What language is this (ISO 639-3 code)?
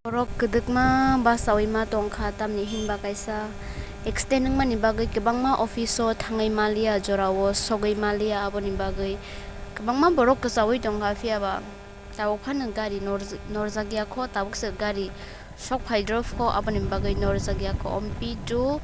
trp